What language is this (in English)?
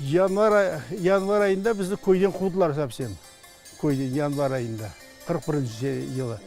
Crimean Tatar